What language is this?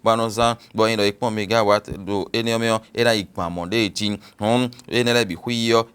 Fon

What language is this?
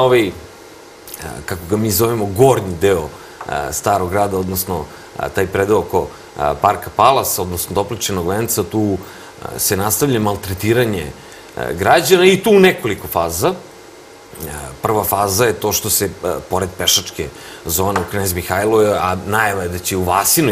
Serbian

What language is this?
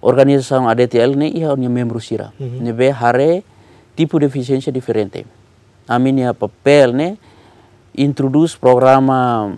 Tetum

